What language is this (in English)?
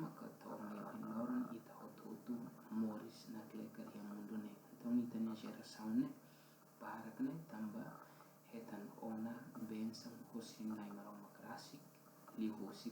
Tetum